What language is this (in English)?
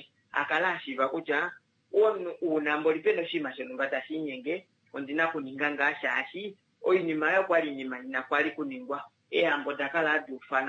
Kuanyama